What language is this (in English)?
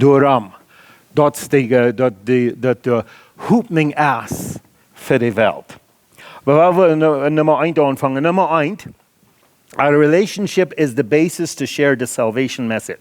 Plautdietsch